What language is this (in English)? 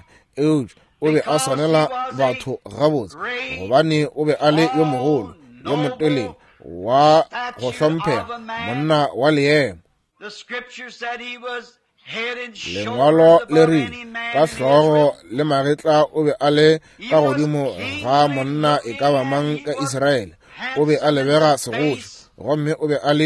Northern Sotho